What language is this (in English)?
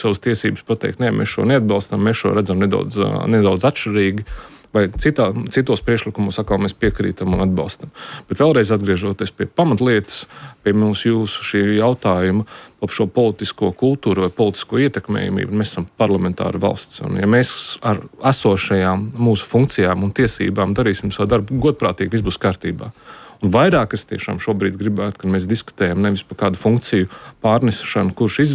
Latvian